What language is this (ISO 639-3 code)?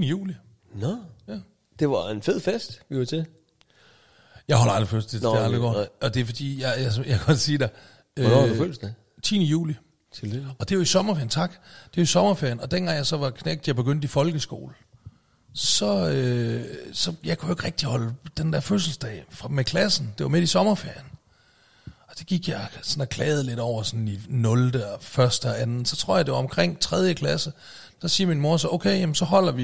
dan